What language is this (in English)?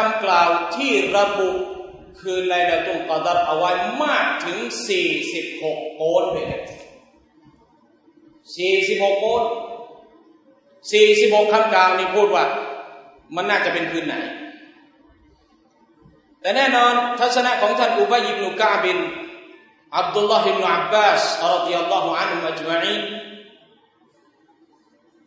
Thai